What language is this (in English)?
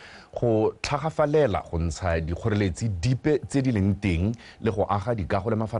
Tswana